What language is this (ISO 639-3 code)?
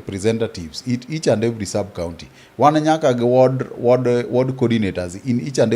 luo